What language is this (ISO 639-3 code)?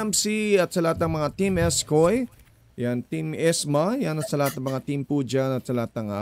fil